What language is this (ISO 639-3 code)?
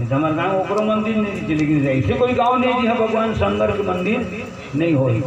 hne